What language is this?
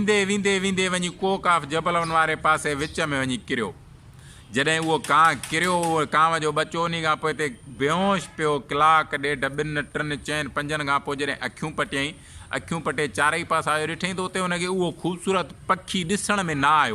Sindhi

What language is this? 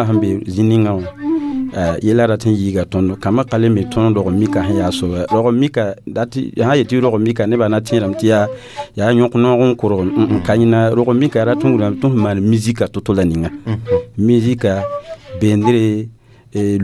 Mossi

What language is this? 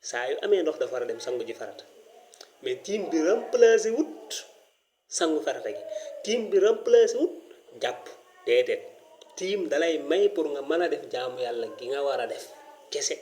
Wolof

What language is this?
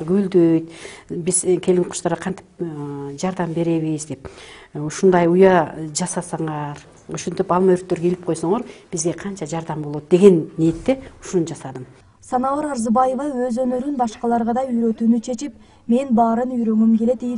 Kyrgyz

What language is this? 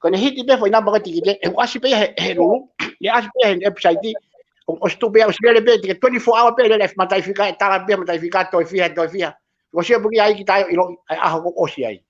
Tongan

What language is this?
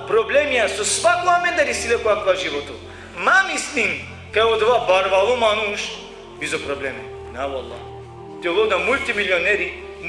Balkan Romani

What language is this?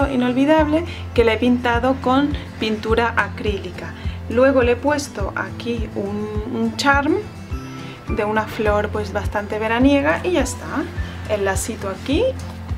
Spanish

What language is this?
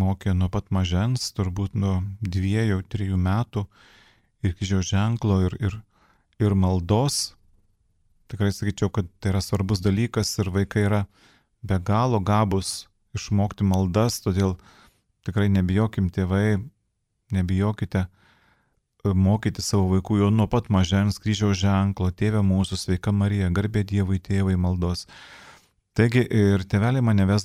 Lithuanian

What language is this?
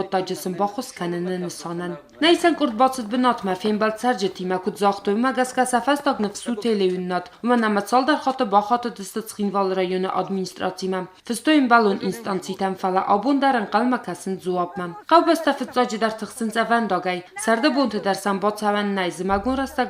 Ossetic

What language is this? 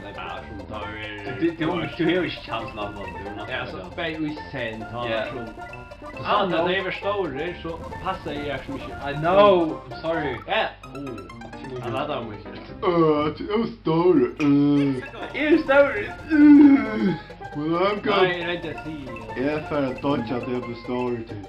Faroese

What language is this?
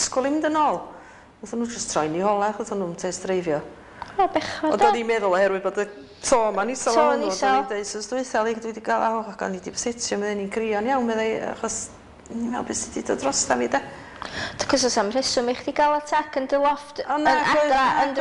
Welsh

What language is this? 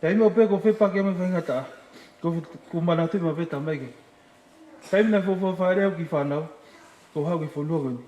Tongan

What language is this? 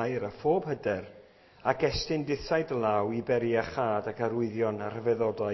Welsh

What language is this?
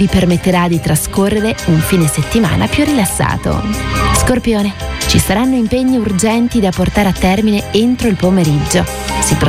Italian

